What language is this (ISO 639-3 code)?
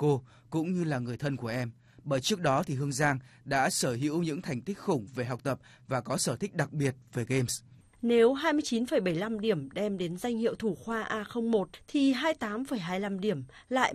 vie